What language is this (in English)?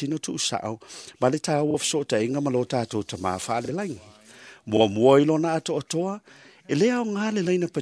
Samoan